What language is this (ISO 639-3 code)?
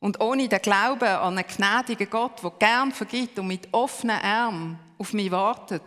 gsw